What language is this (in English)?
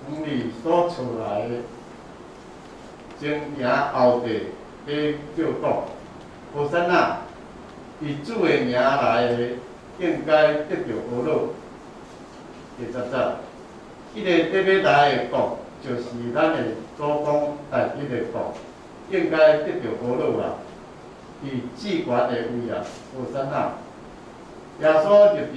Min Nan Chinese